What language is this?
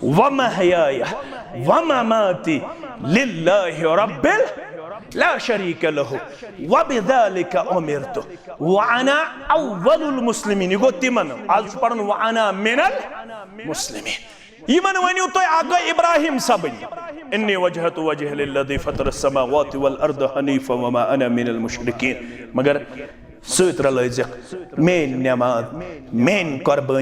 Kashmiri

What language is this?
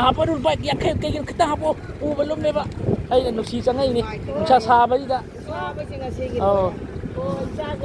Manipuri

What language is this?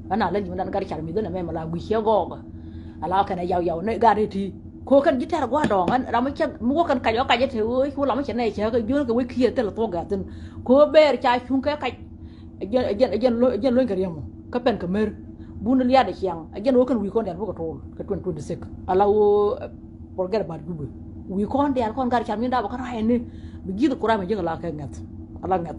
Nuer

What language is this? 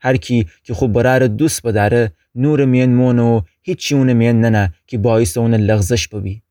Gilaki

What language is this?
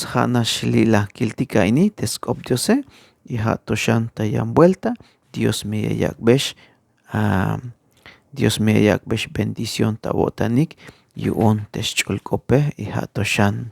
Tzeltal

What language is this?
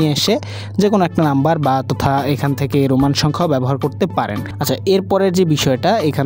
Bangla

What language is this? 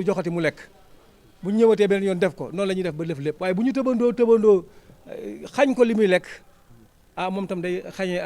Wolof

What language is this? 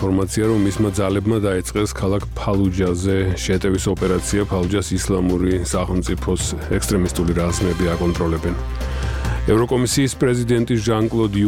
Georgian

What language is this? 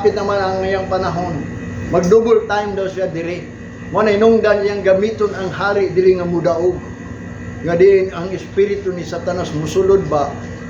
Cebuano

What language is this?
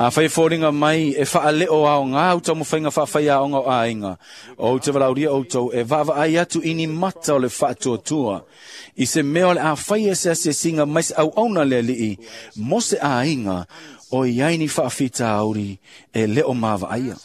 Samoan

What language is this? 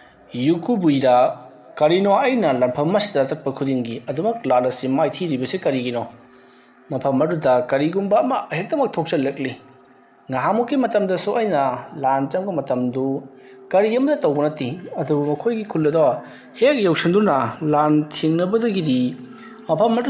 Manipuri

